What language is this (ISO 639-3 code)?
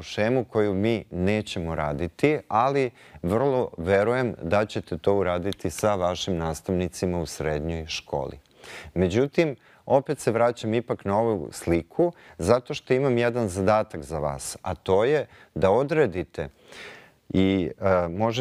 srp